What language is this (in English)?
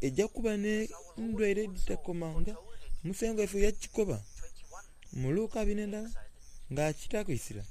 Soga